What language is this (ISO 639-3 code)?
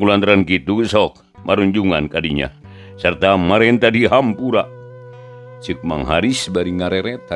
sun